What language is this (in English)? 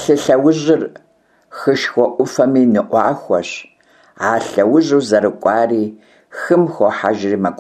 Kabardian